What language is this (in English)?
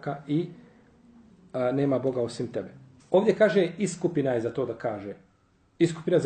Bosnian